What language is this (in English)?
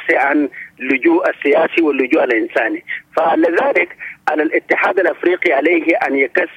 Sudanese Arabic